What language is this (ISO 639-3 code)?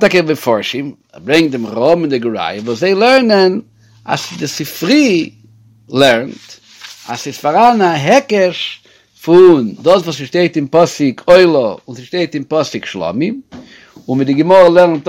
yid